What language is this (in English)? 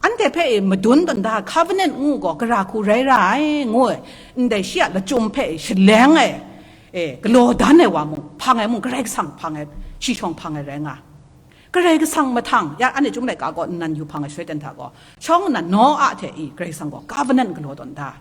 Kachin